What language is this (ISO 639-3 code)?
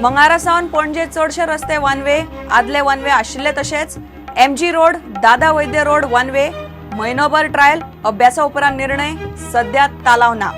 kok